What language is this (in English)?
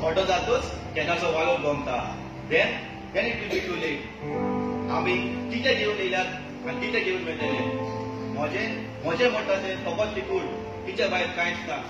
Konkani